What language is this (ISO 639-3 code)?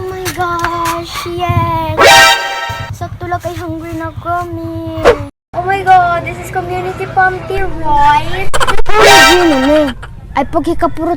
war